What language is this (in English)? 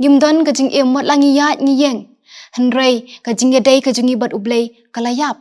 Khasi